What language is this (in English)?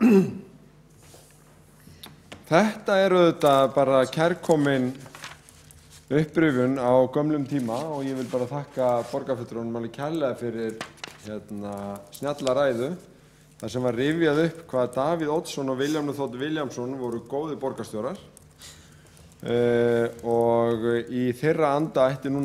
Icelandic